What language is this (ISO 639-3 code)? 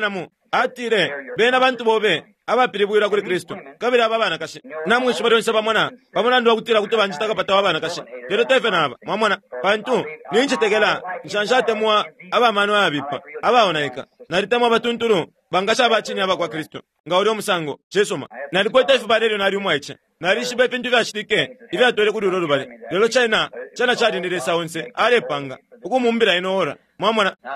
bem